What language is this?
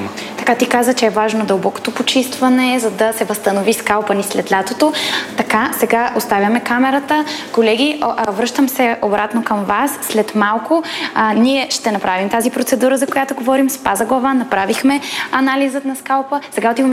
Bulgarian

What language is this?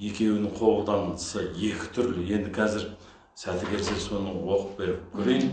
Kazakh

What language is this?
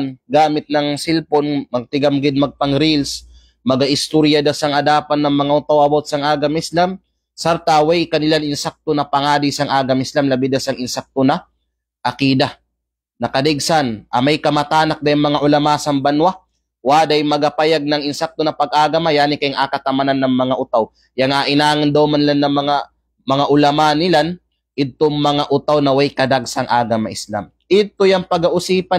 Kalagan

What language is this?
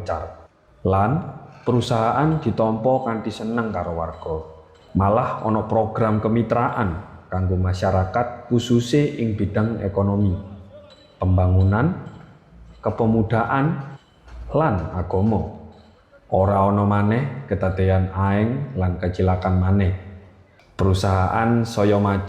Javanese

